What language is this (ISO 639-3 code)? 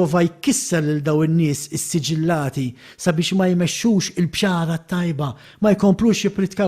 mlt